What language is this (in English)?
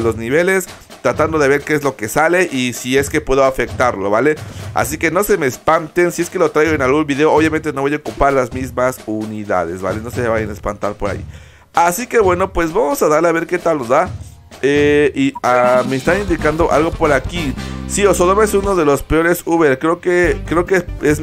Spanish